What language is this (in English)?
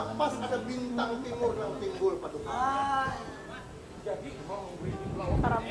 Banjar